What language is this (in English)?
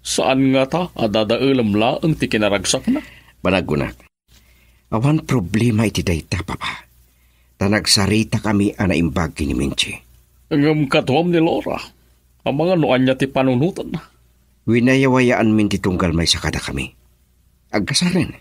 Iloko